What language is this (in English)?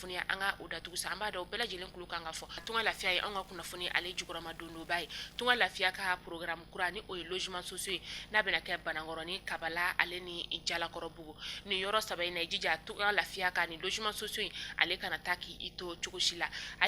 Bambara